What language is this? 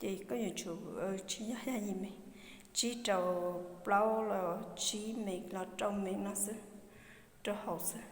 Hmong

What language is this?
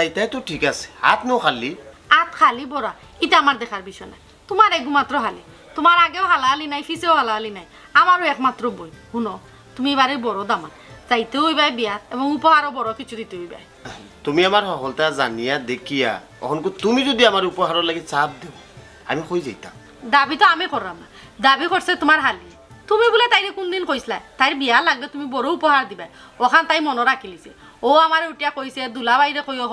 Sylheti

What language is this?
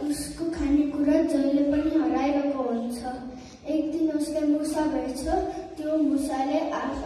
Nepali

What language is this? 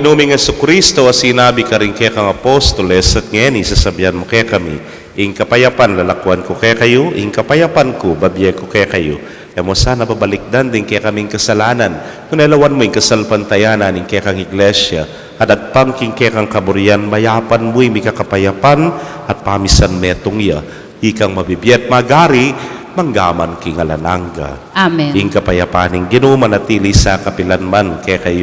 Pampanga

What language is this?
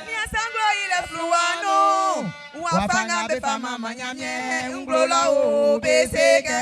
Baoulé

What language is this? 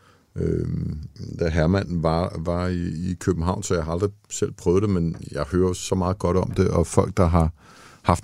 Danish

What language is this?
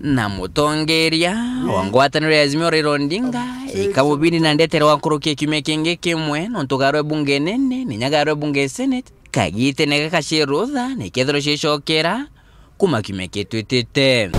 Meru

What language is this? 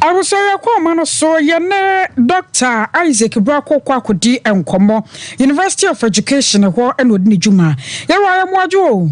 Akan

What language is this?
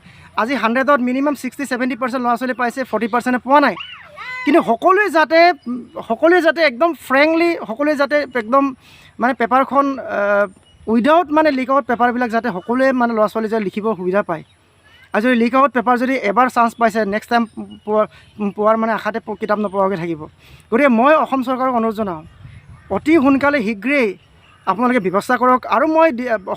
Assamese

